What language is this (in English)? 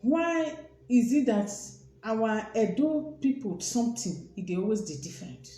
Nigerian Pidgin